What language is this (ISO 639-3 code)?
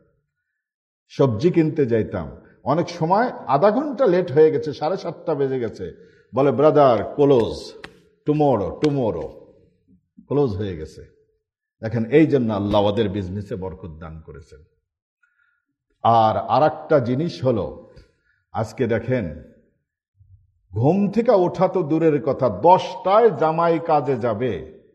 ben